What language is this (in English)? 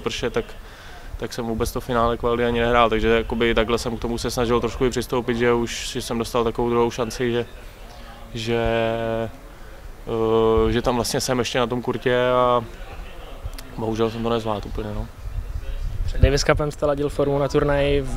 Czech